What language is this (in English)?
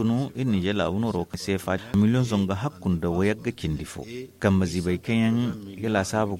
Zarma